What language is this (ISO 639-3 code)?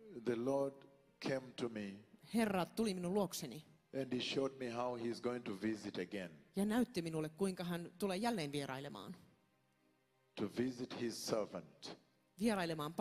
fin